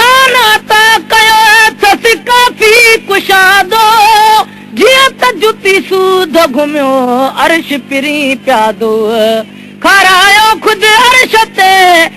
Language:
Sindhi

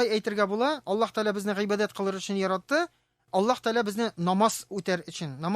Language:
Tatar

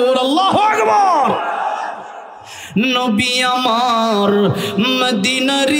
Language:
Bangla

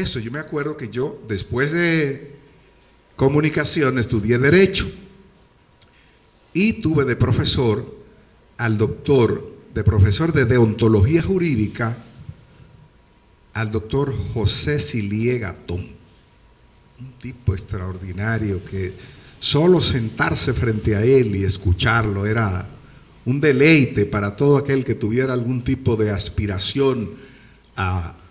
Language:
Spanish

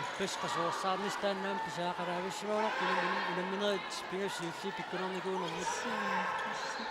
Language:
Kalaallisut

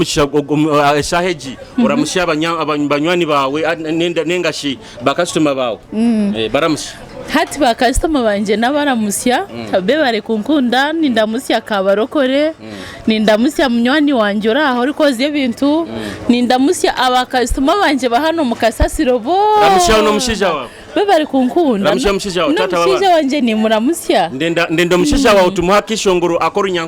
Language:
Nyoro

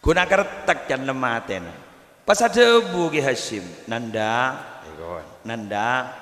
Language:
Madurese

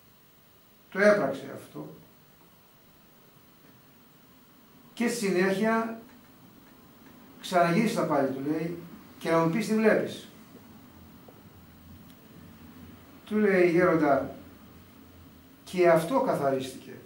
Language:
Greek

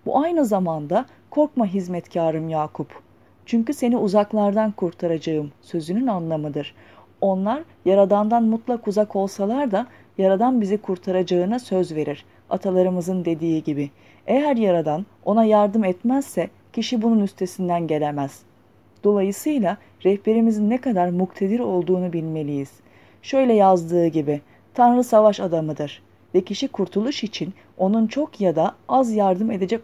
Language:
Turkish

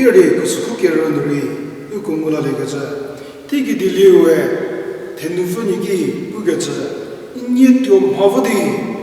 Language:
Angami Naga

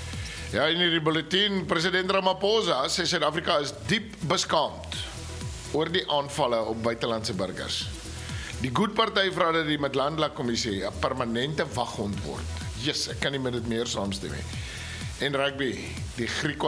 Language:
Afrikaans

